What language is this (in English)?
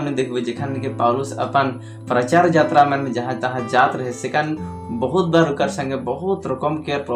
Sadri